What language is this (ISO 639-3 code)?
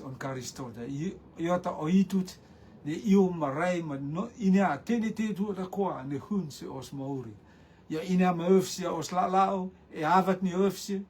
rtm